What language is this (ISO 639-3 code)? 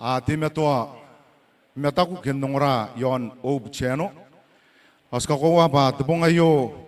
gil